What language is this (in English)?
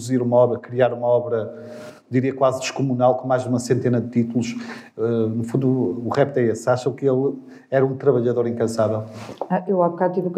Portuguese